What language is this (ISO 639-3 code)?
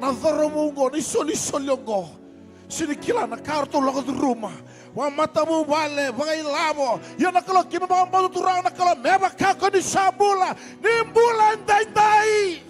fij